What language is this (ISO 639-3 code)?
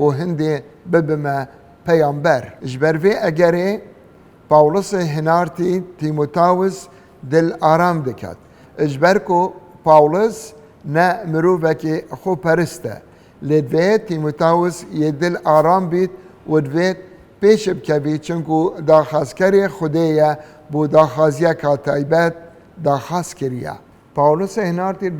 kur